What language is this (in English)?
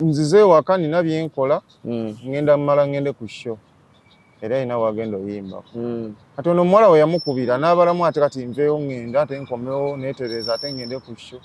Ganda